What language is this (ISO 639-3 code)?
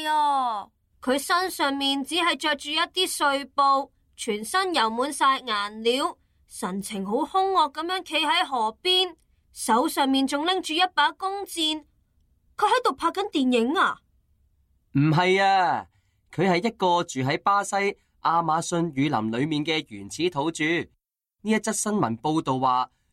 yue